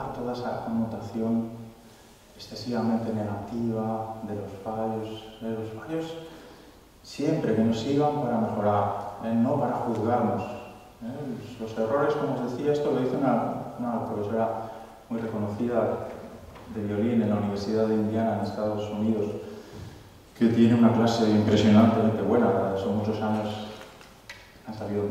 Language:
Spanish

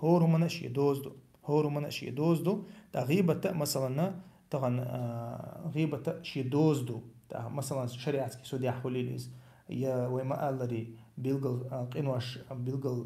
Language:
Chechen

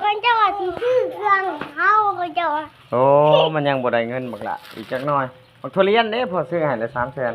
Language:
Northeastern Thai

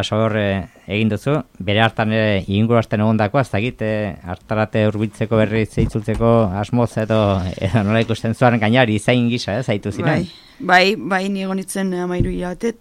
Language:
Basque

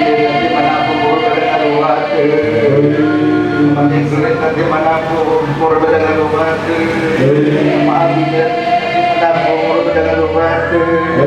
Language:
Nias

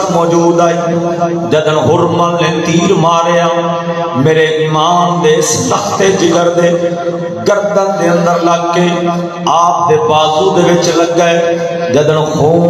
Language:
Saraiki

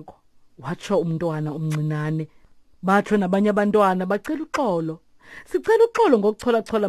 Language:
Xhosa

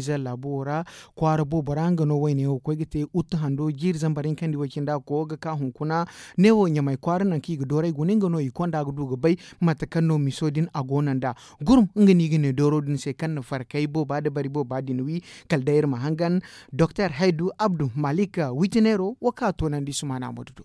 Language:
Zarma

